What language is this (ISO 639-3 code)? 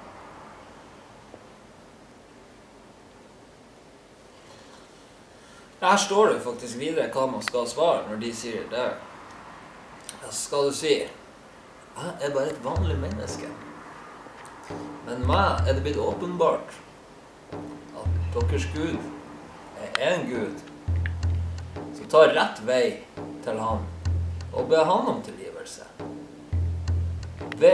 nor